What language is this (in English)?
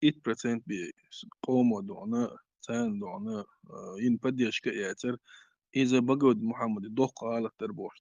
Chechen